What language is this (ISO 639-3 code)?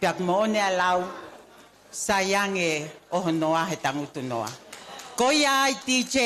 ton